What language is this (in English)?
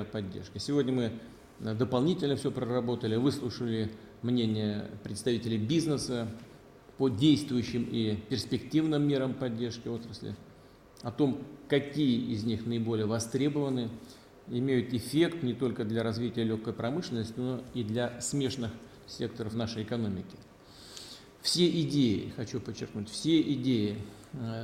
Russian